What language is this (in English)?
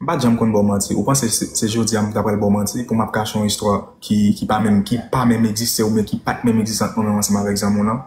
Haitian Creole